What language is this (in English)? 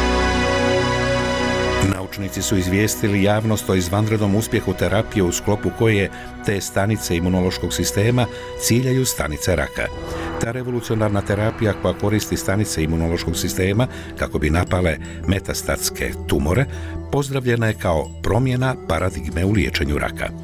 Bosnian